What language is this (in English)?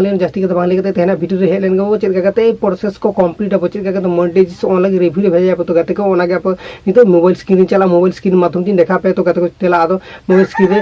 Santali